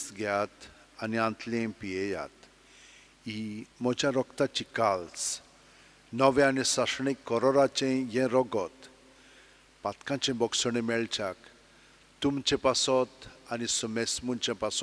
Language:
Konkani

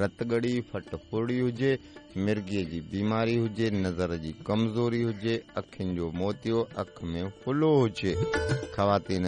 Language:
Sindhi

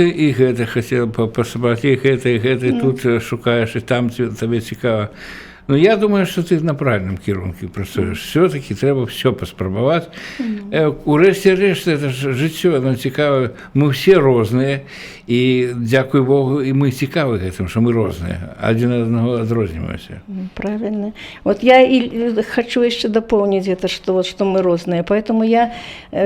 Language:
Belarusian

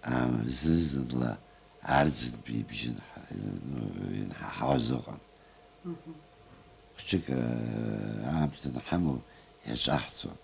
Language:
Abkhazian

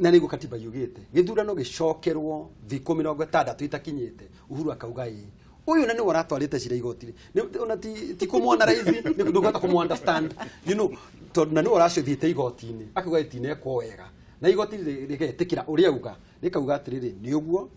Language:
Kikuyu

